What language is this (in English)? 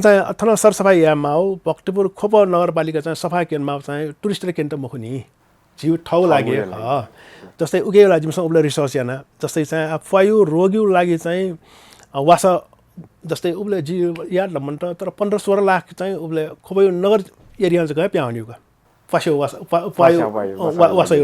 Newari